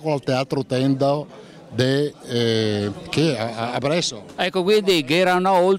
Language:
Lombard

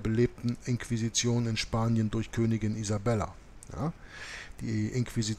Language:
German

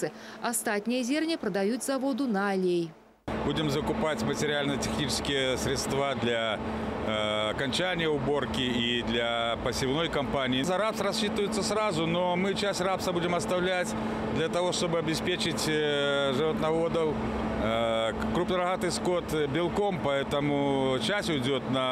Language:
Belarusian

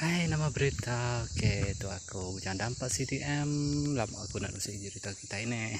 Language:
Iban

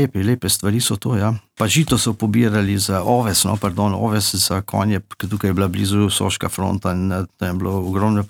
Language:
Slovenian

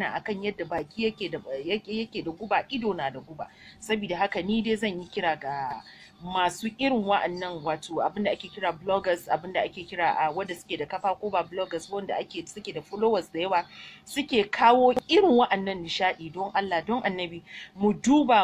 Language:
Hausa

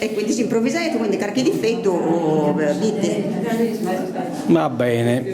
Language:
Sardinian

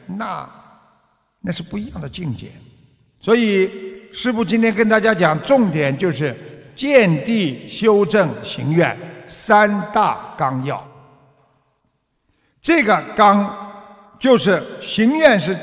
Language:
Chinese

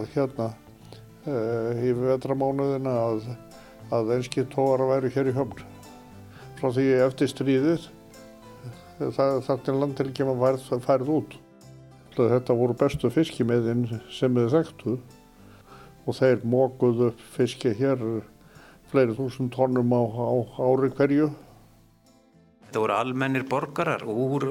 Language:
Icelandic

